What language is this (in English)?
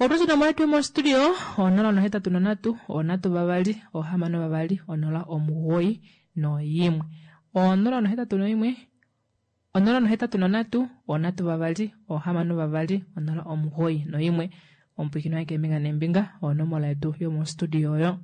Kuanyama